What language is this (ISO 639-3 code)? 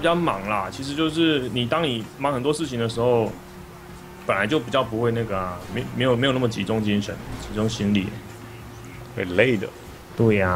zho